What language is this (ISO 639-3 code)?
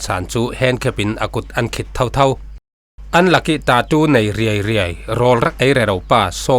cfm